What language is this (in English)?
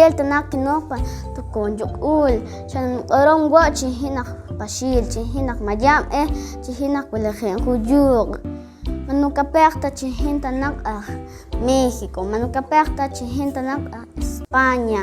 Poqomchi'